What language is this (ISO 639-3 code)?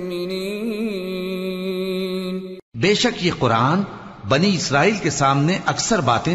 urd